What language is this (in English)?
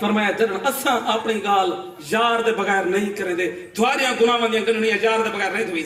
Saraiki